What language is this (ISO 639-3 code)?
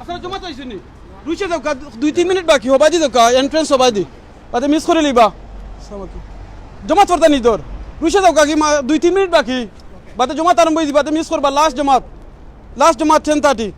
syl